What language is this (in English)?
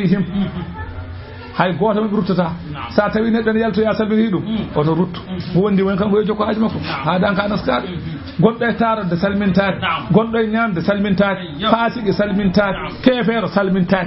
Fula